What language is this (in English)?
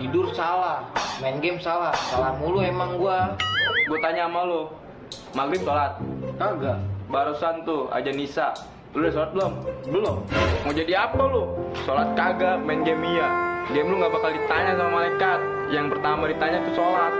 Betawi